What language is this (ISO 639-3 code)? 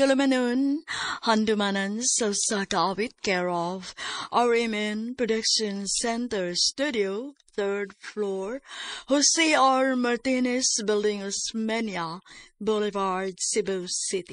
ceb